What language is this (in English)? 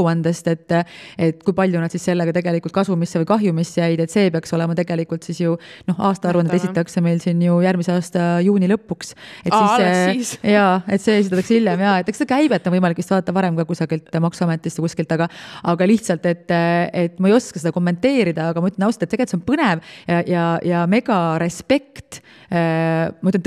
Estonian